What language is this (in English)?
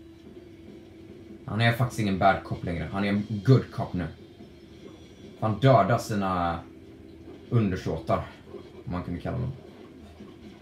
Swedish